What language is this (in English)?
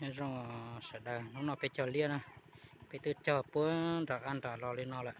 Hmong